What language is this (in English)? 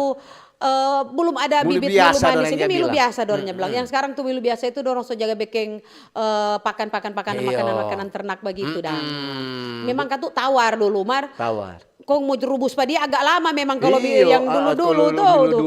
Manado Malay